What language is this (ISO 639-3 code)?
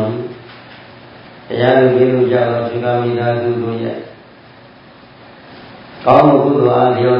mya